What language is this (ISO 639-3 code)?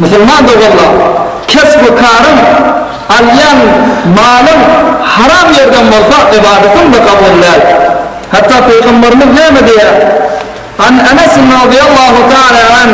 tuk